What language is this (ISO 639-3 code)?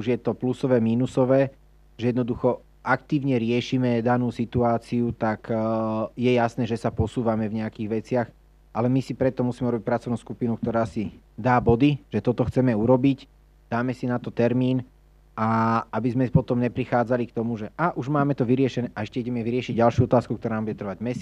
slk